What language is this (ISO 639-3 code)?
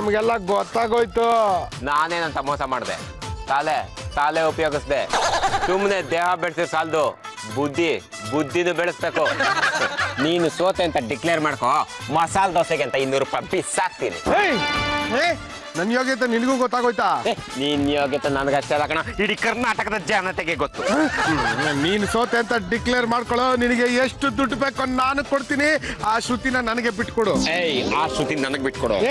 kan